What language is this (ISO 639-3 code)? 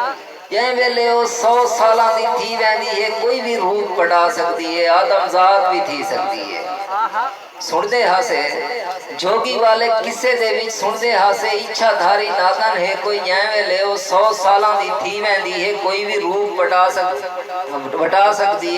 skr